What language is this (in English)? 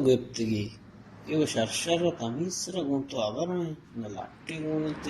Baluchi